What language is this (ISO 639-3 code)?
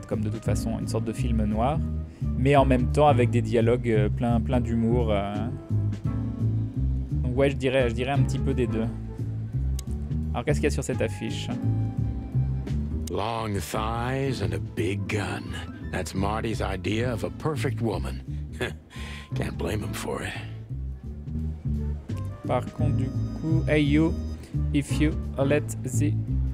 fra